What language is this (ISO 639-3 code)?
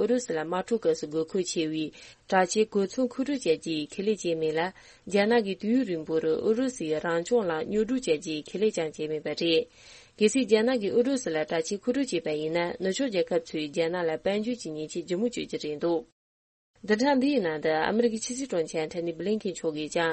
bod